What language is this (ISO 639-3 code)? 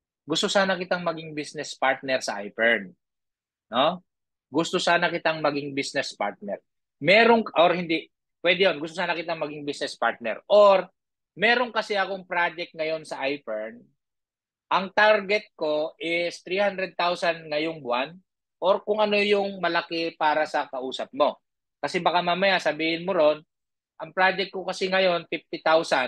fil